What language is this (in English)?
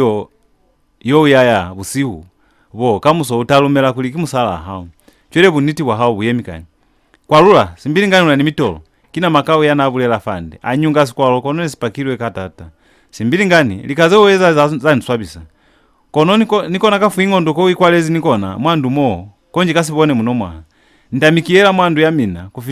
Lozi